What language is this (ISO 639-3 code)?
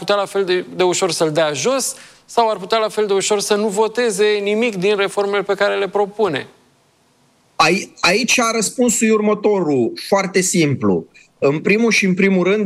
ron